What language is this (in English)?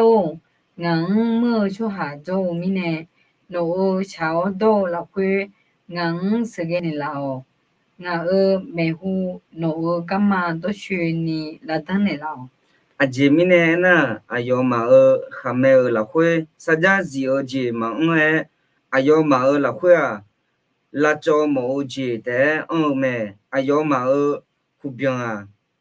Akha